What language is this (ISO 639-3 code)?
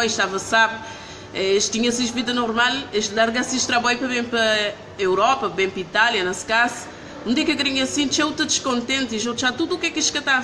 kea